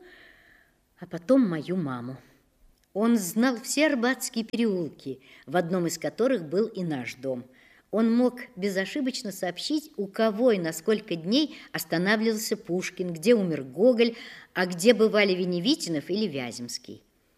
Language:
Russian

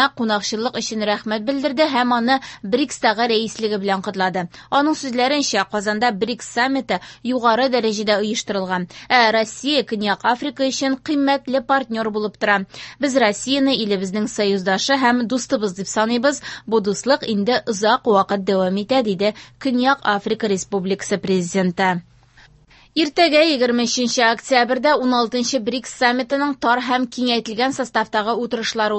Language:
Tatar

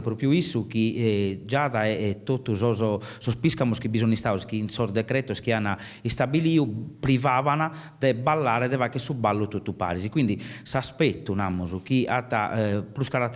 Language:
Sardinian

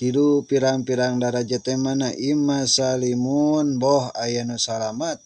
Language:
Sundanese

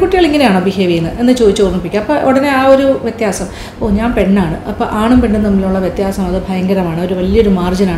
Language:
Malayalam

